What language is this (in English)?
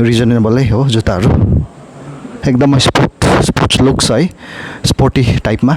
Nepali